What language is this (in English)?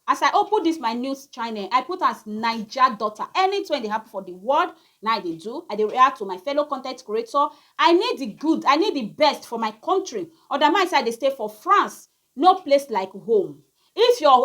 Nigerian Pidgin